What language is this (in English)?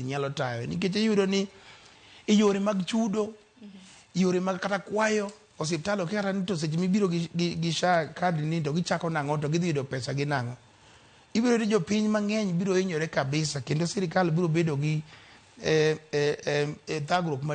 Luo (Kenya and Tanzania)